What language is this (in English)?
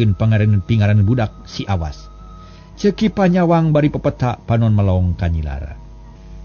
Sundanese